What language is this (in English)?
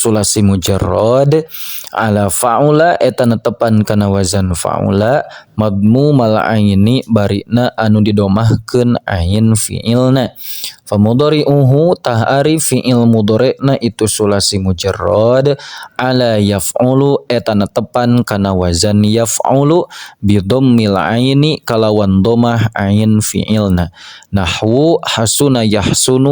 Sundanese